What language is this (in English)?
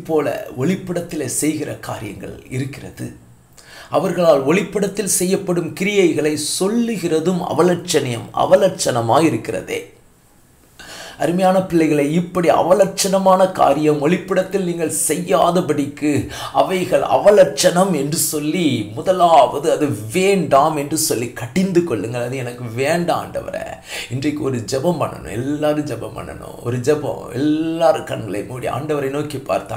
Tamil